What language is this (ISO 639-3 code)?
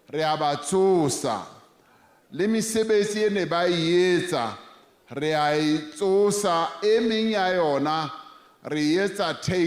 sot